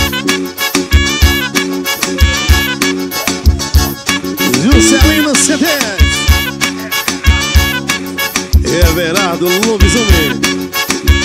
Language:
Portuguese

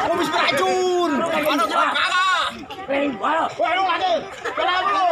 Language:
Betawi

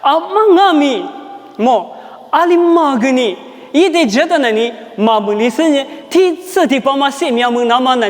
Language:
Lisu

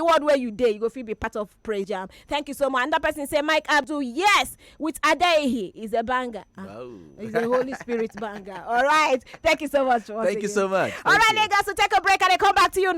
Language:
Nigerian Pidgin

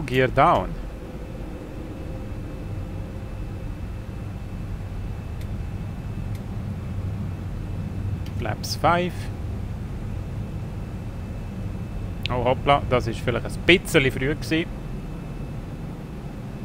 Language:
German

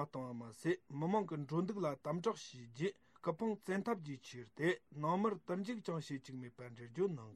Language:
Tibetan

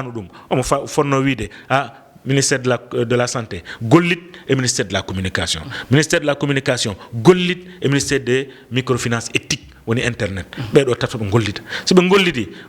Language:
Fula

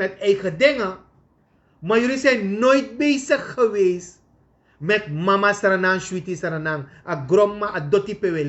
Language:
Sranan Tongo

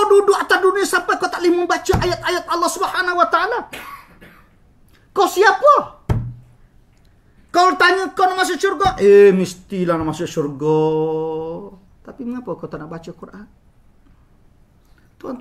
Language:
Malay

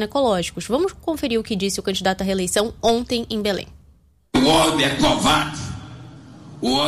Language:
Portuguese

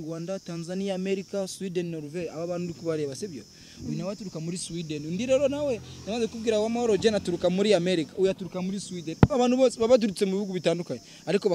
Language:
Kinyarwanda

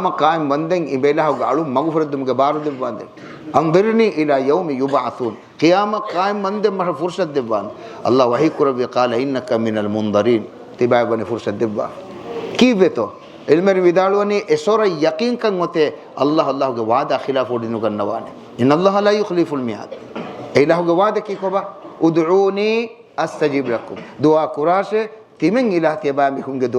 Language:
Divehi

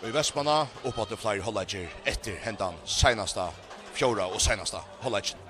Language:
Faroese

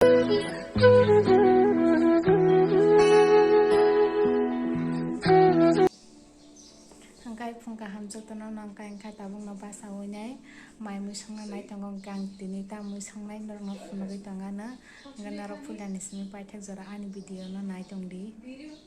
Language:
Kok Borok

